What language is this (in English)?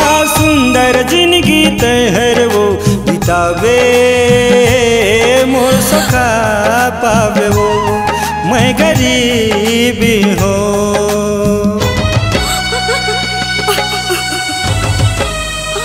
Chhattisgarhi